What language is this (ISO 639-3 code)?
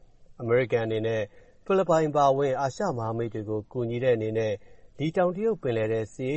mya